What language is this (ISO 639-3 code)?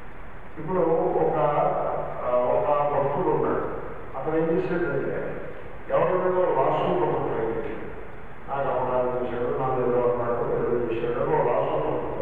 tel